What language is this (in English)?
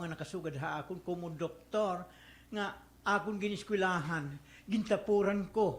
Waray